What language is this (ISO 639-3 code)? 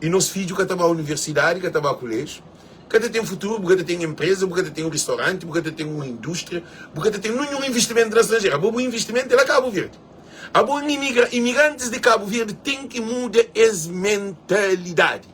kea